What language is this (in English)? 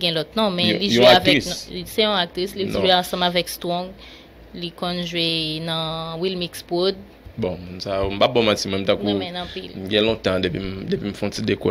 Haitian Creole